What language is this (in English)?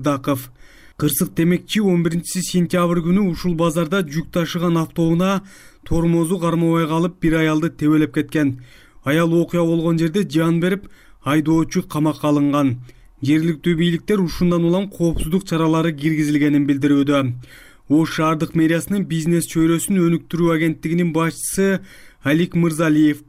Kyrgyz